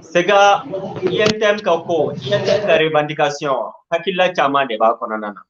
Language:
Bambara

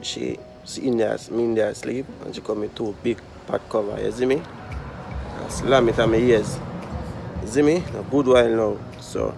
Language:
Jamaican Creole English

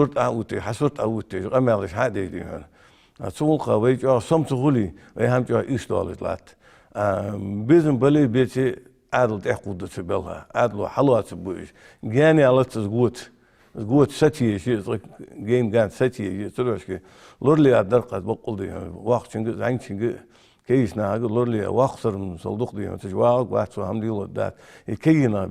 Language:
Ingush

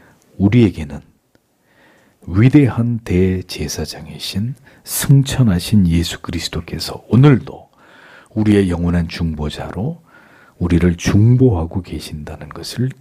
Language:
Korean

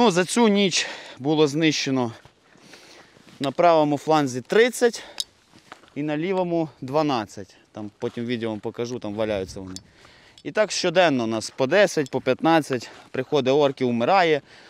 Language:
Ukrainian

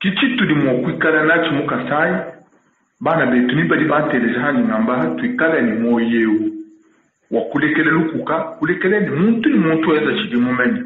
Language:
Luba-Lulua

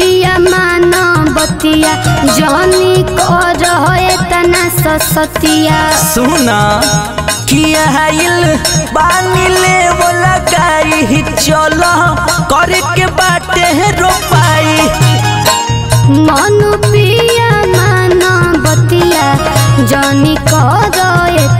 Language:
Bhojpuri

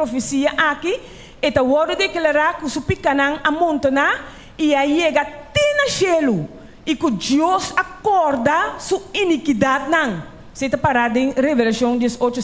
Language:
Papiamento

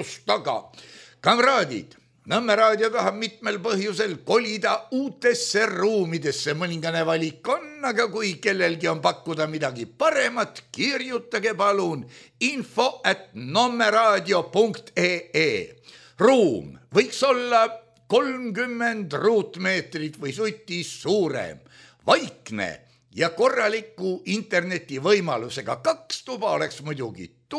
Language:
Estonian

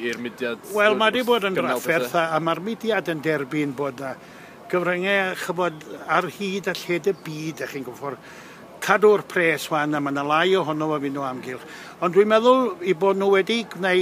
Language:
Welsh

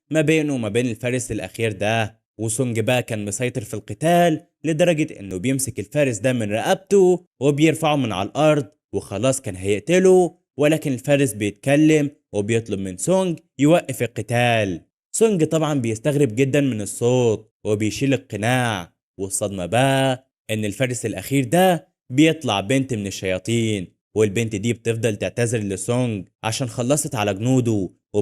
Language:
Egyptian Arabic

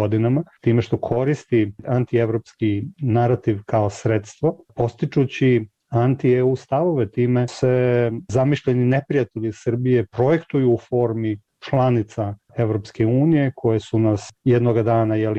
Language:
Serbian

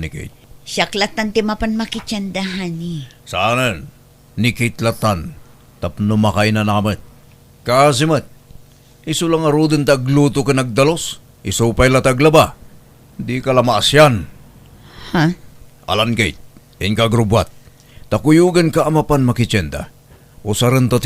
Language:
Iloko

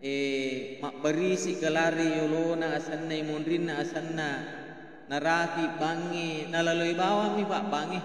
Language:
Buginese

